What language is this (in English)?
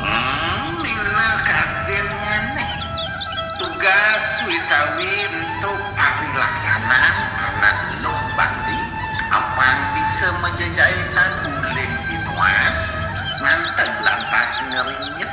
Balinese